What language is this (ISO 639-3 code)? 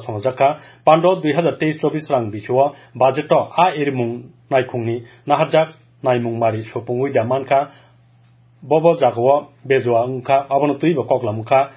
trp